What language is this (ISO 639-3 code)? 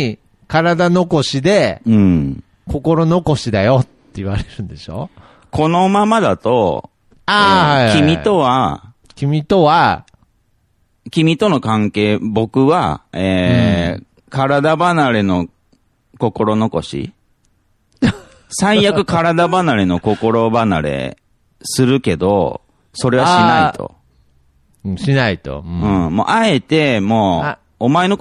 jpn